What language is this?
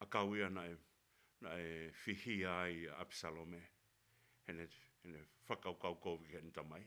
Tongan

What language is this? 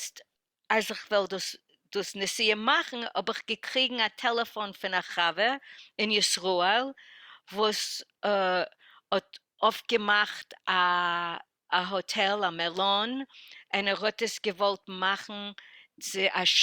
Yiddish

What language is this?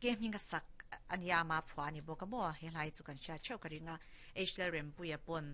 Mizo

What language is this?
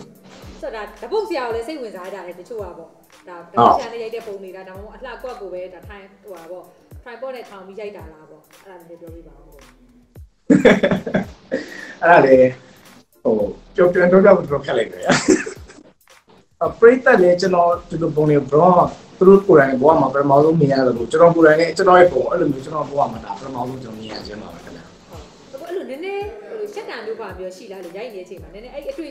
Burmese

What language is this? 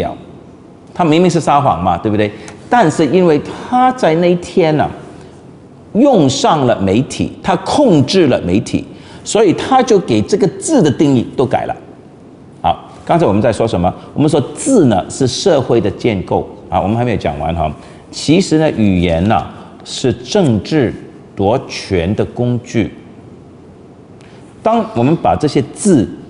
Chinese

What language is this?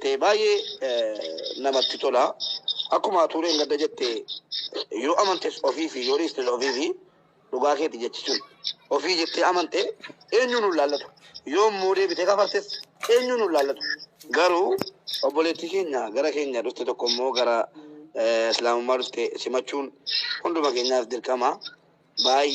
Oromo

